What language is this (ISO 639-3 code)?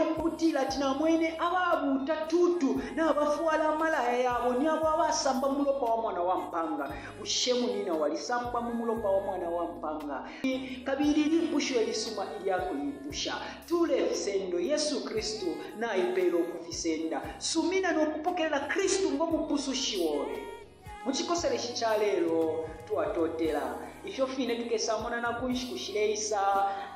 bem